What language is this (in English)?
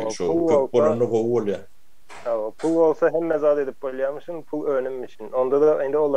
Turkmen